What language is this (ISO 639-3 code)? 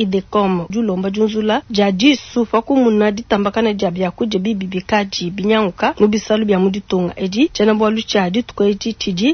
lua